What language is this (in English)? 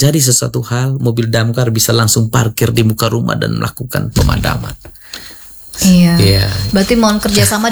Indonesian